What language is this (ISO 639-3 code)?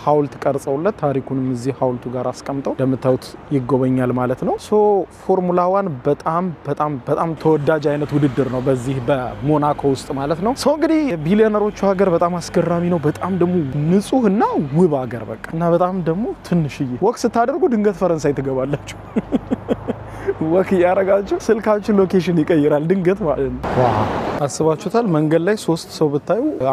amh